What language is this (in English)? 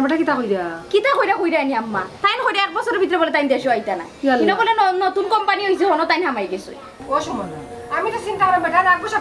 Sylheti